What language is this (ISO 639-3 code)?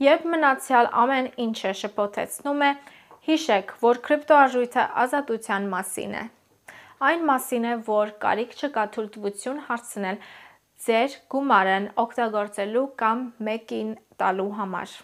hye